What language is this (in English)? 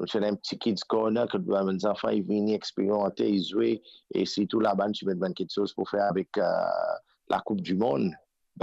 Morisyen